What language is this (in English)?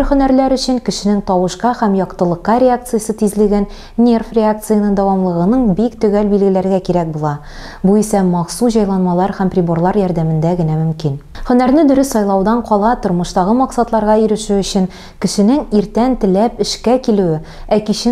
Tatar